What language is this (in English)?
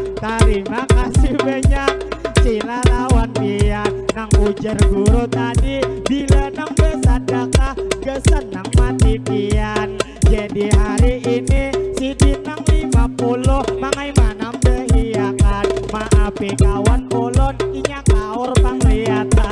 Banjar